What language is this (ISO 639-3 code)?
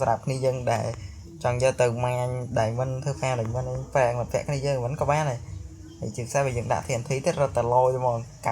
khm